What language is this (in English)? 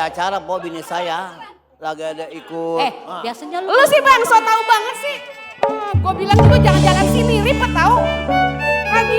Betawi